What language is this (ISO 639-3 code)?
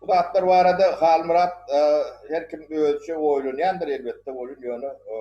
tuk